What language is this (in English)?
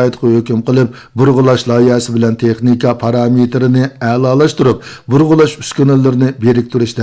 Uyghur